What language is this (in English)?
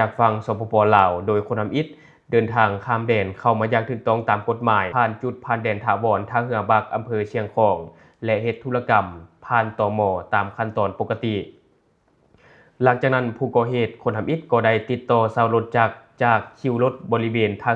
Lao